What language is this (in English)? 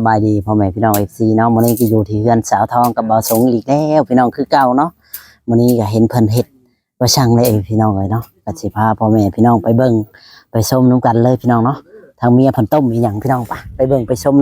Lao